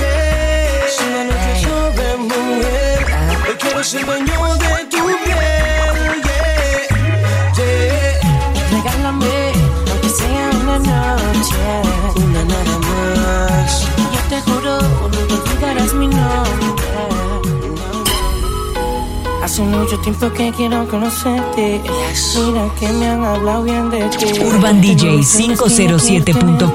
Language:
Spanish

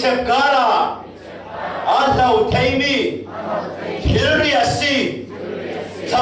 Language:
Falam Chin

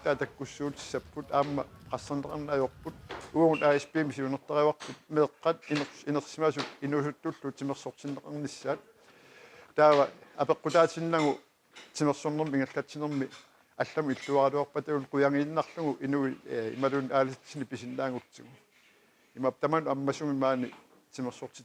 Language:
Kalaallisut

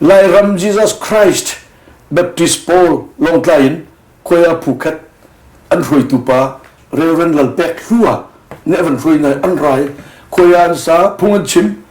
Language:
Hakha Chin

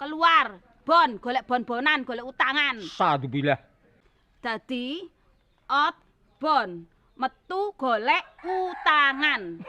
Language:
Javanese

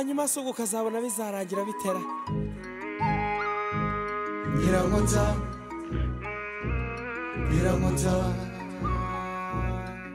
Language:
Kinyarwanda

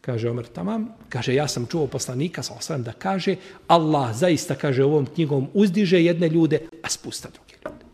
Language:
Bosnian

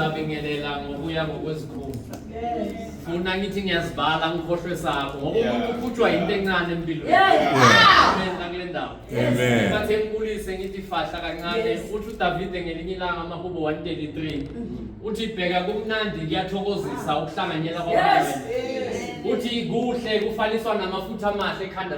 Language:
Zulu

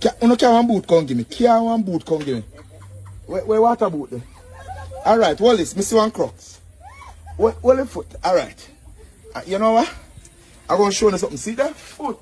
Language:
Jamaican Creole English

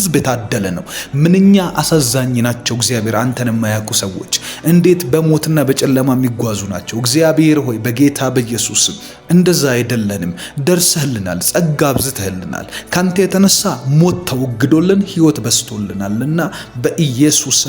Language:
Amharic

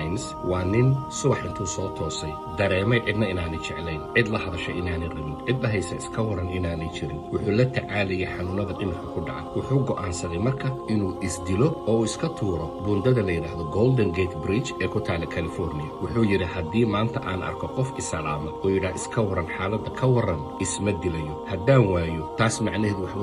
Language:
Somali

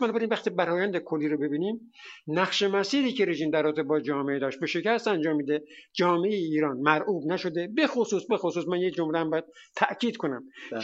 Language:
Persian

